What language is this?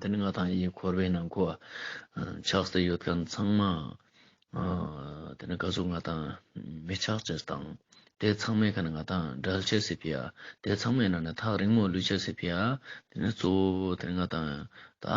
Ladakhi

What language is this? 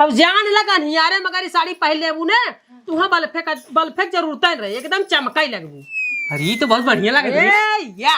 Awadhi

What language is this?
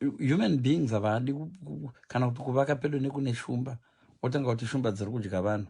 Shona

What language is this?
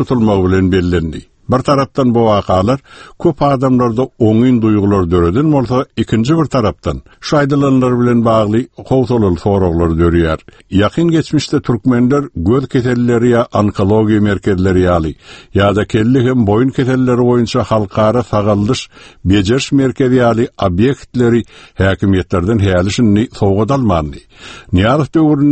Turkmen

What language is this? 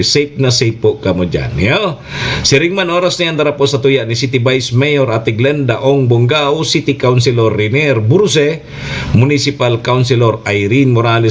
Bikol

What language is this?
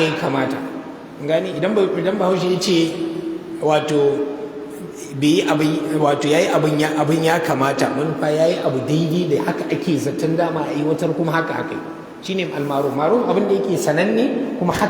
Hausa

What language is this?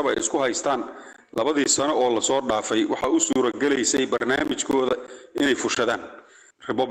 Somali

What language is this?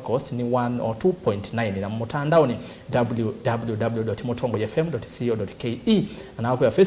Kamba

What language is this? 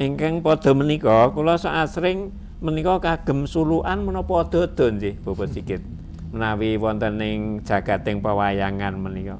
Javanese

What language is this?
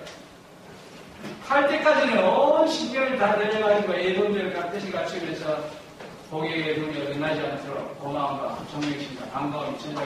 Korean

